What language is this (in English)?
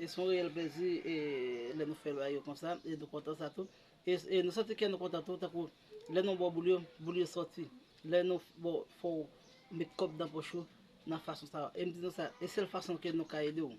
Haitian Creole